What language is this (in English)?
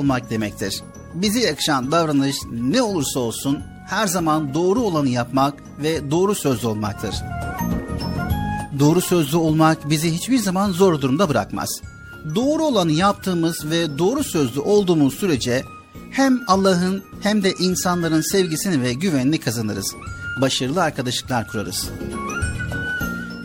Turkish